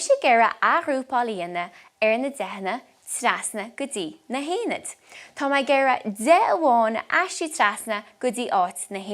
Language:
Irish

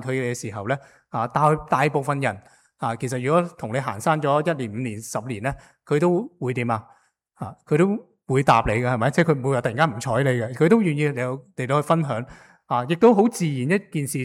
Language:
Cantonese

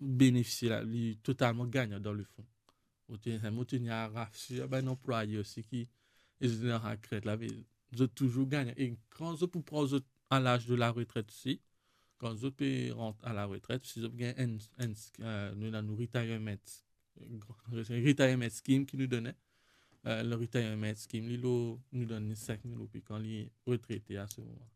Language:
Morisyen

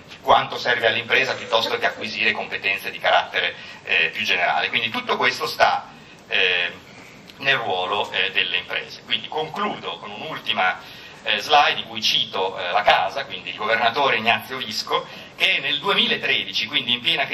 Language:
Italian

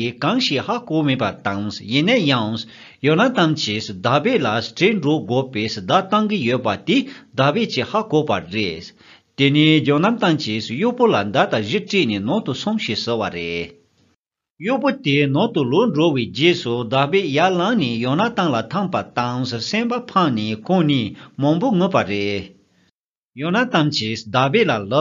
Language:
Tibetan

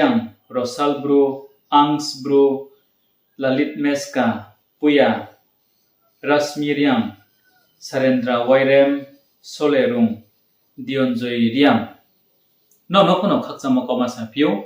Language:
Riang (India)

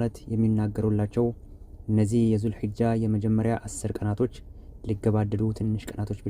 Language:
Amharic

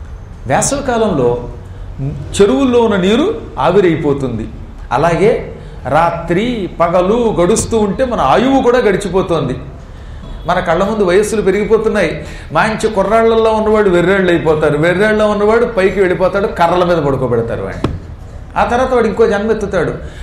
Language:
Telugu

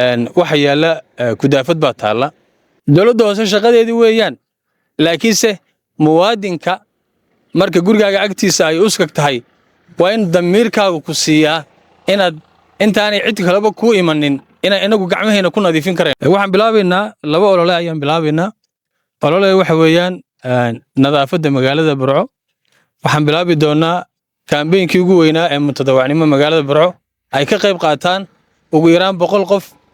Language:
Somali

